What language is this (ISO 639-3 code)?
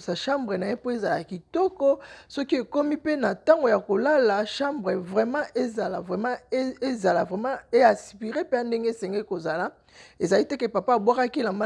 lin